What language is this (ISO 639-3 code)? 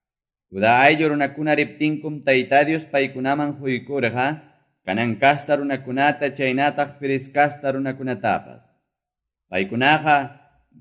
que